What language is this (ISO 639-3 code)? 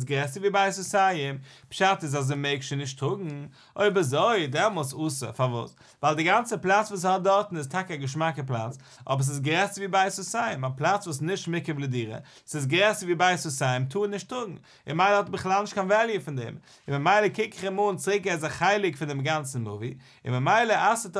yid